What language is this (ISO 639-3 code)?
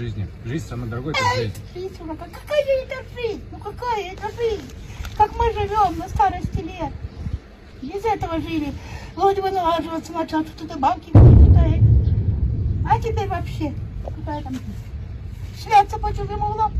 rus